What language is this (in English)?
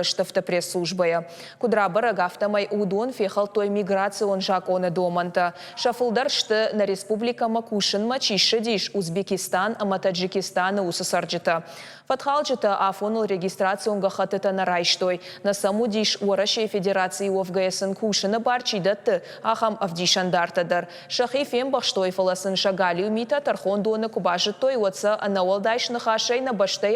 Ossetic